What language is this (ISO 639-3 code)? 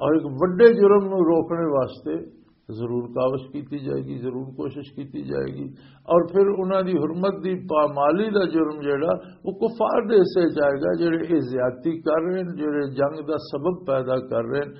lah